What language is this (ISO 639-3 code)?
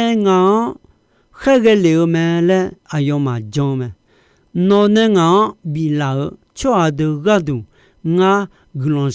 ahk